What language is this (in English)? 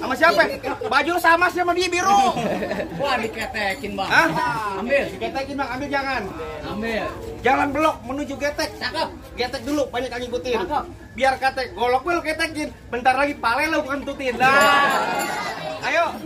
Betawi